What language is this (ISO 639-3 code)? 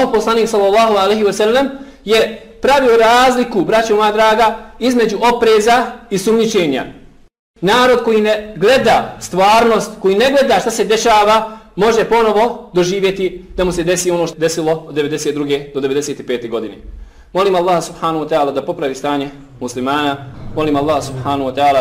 bos